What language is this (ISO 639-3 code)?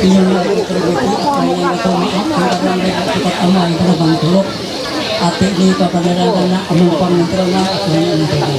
mhy